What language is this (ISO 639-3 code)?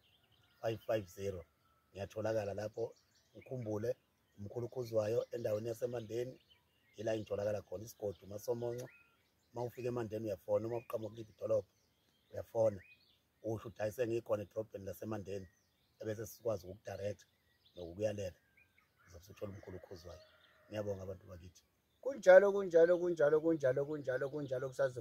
zul